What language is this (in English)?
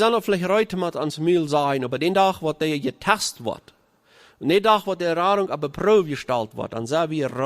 Plautdietsch